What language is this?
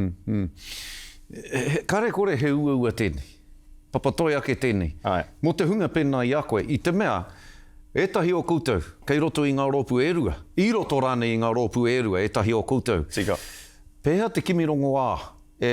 Māori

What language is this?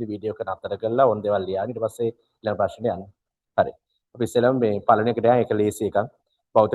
Sinhala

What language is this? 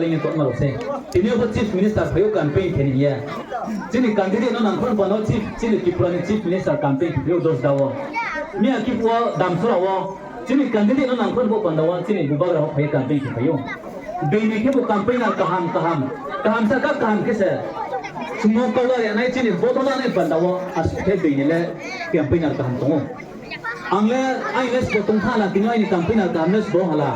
Riang (India)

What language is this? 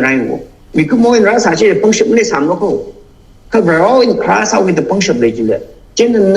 Tangkhul Naga (India)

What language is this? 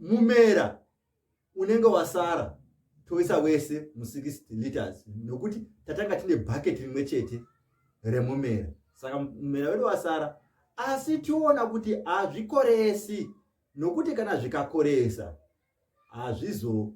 Shona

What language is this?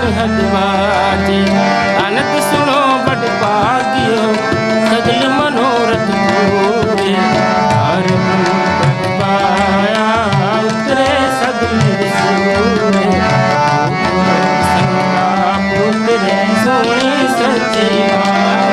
Punjabi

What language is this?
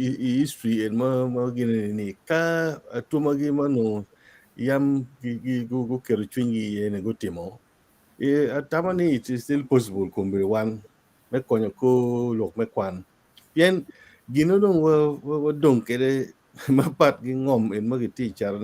Acoli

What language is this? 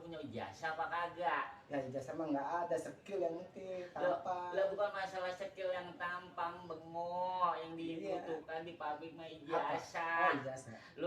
Betawi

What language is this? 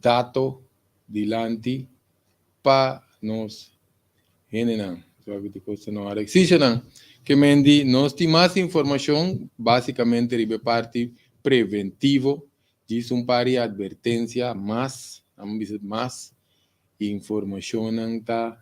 Papiamento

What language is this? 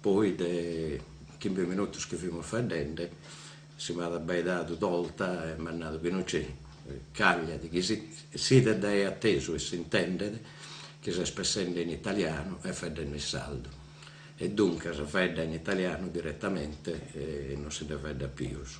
Sardinian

